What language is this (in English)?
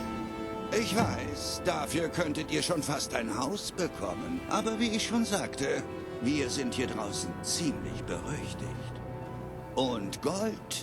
Bavarian